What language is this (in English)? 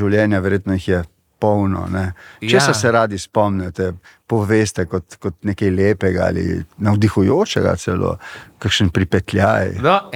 Slovenian